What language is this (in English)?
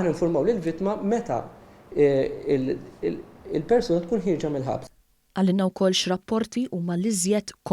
Maltese